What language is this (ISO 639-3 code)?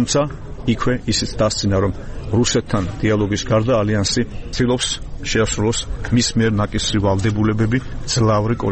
kat